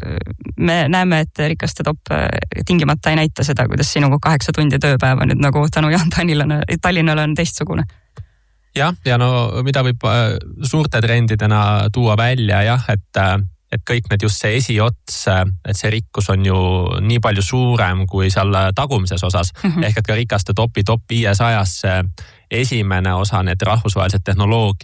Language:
Estonian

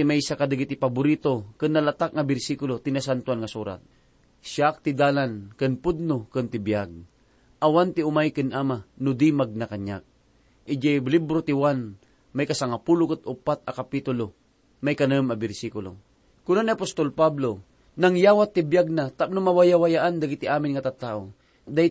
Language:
Iloko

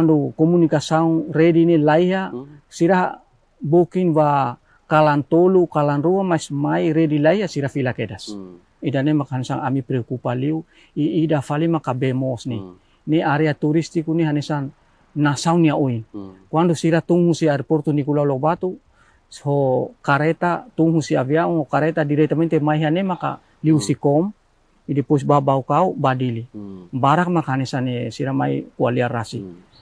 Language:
Tetum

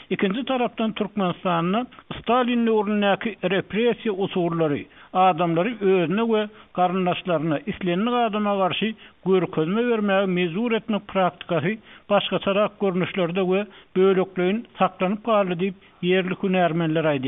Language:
Turkmen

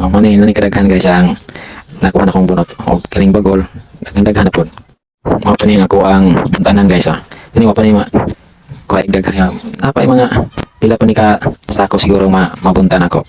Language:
Cebuano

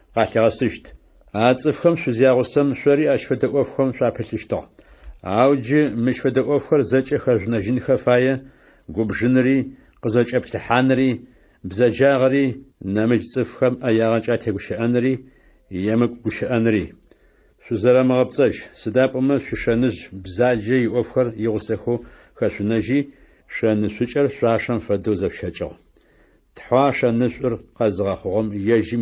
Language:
Adyghe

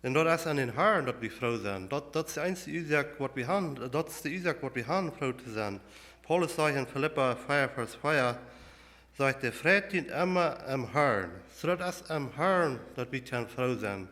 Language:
Plautdietsch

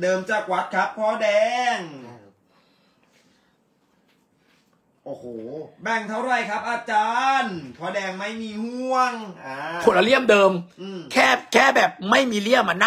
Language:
Thai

